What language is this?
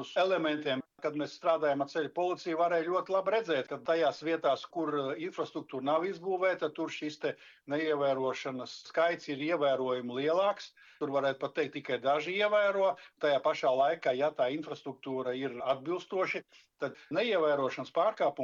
Latvian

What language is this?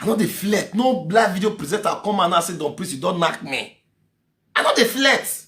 Nigerian Pidgin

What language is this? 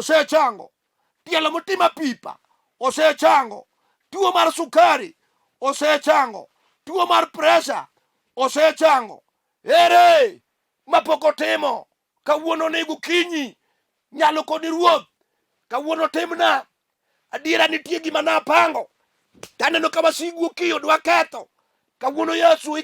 Luo (Kenya and Tanzania)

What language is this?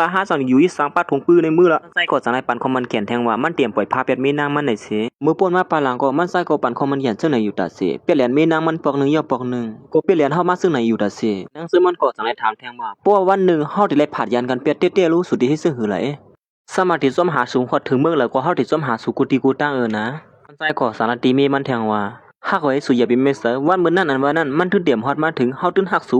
Shan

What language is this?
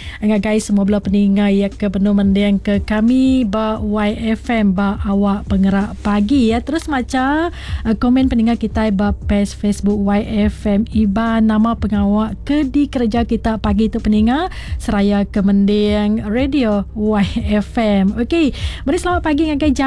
Iban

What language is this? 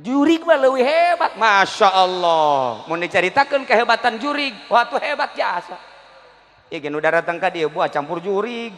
Sundanese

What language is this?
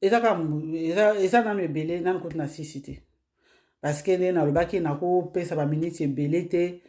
Lingala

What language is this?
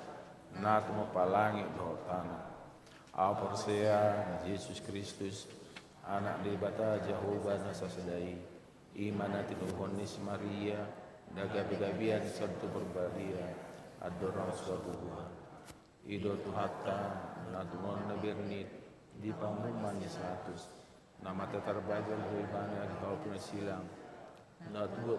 Batak Toba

